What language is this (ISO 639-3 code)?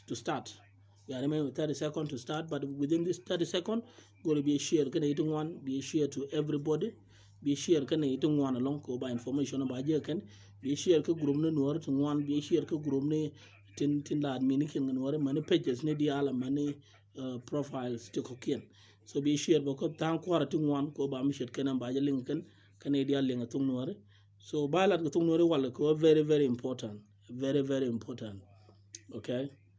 nus